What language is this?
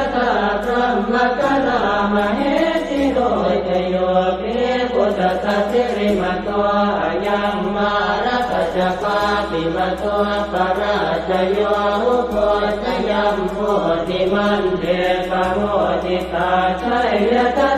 Pali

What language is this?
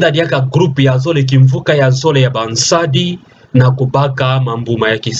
Kituba (Democratic Republic of Congo)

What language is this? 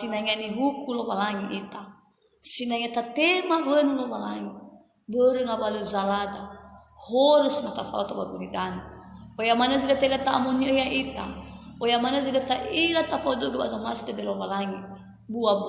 Nias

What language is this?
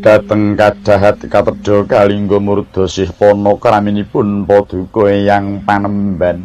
Javanese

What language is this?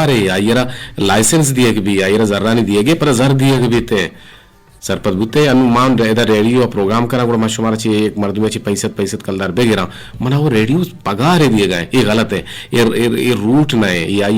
Eastern Balochi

